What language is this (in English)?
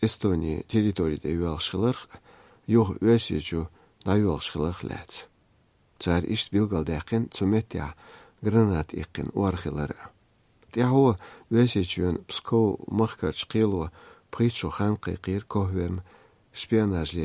Chechen